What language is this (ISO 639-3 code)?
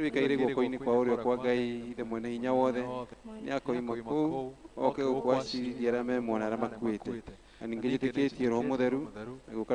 kik